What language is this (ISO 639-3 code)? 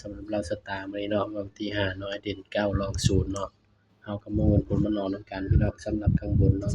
tts